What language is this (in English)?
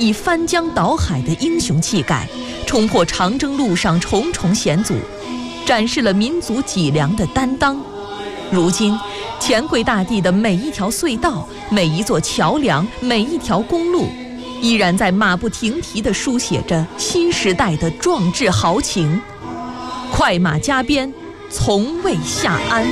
Chinese